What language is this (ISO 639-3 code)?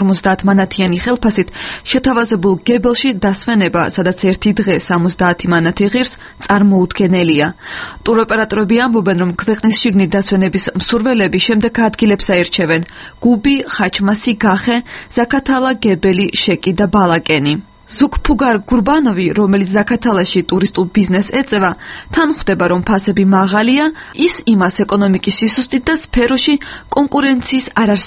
kat